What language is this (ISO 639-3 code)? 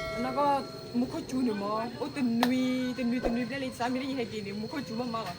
ksw